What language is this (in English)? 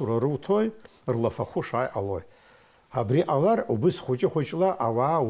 Abkhazian